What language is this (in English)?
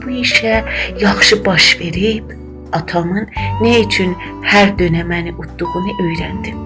South Azerbaijani